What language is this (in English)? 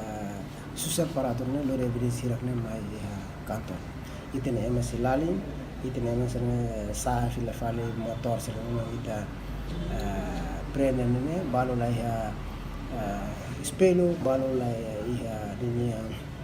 Tetum